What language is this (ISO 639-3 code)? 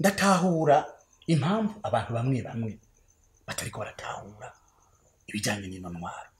run